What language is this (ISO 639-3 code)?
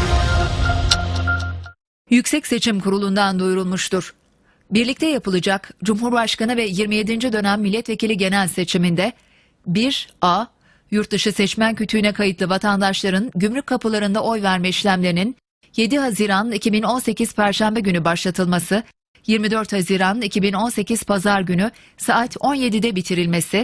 tur